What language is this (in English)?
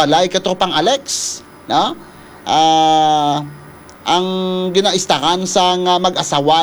Hiligaynon